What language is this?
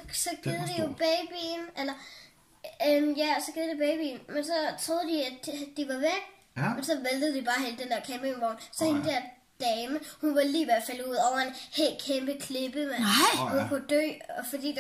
Danish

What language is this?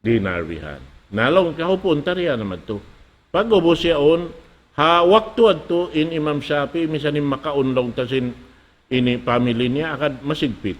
Tausug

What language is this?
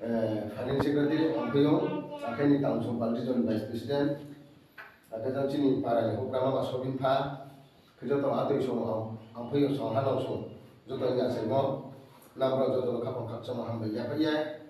Riang (India)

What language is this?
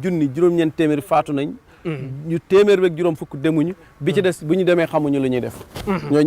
Wolof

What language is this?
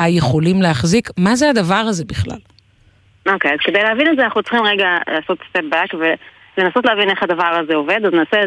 Hebrew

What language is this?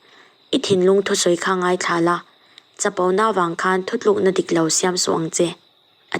Mizo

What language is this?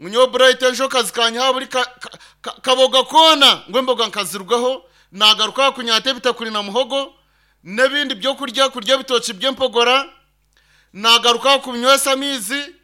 Nyankole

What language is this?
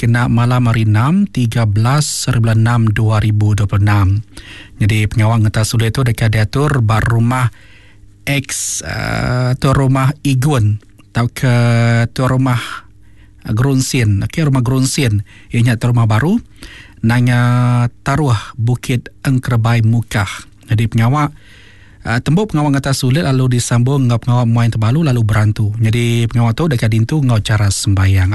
Iban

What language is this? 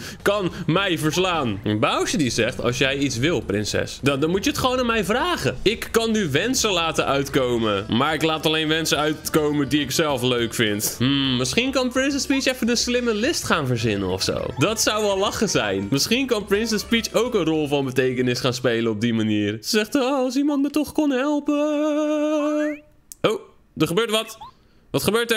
Dutch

